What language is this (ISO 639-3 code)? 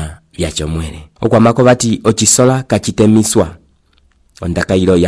umb